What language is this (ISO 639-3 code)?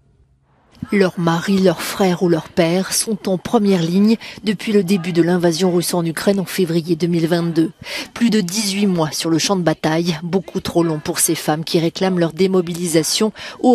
fra